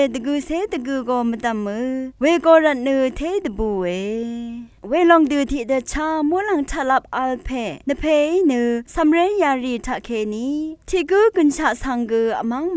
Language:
Rawang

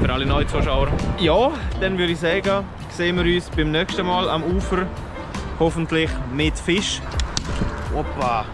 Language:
Swiss German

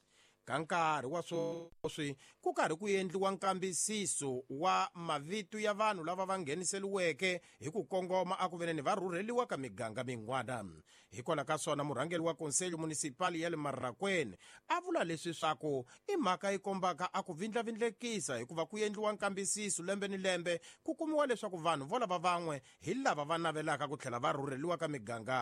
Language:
Tsonga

